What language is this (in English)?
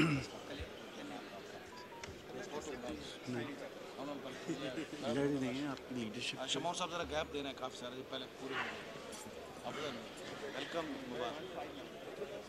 Hindi